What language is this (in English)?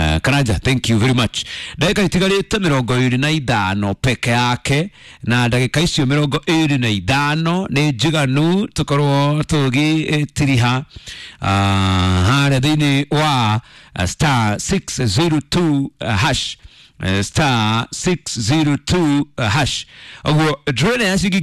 Kikuyu